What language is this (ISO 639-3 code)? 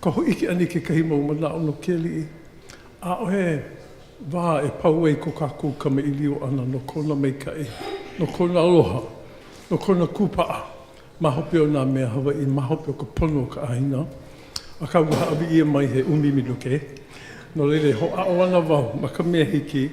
haw